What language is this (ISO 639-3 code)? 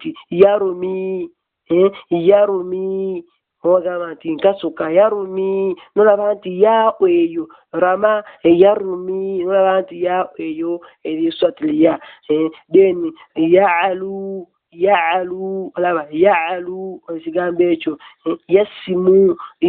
lug